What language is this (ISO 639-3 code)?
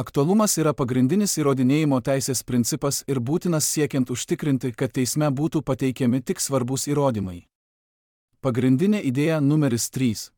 lit